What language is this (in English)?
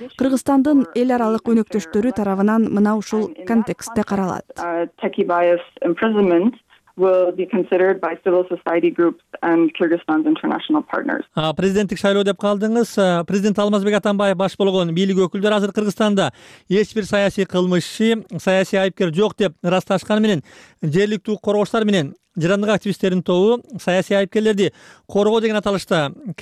Kyrgyz